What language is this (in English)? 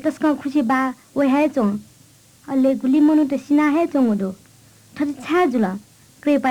Newari